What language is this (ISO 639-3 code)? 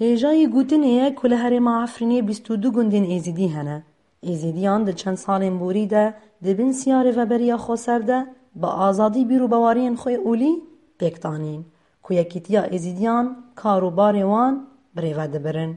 kur